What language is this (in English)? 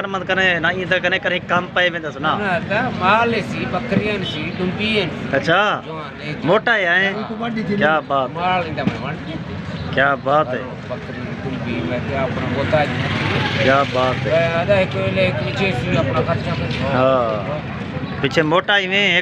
Saraiki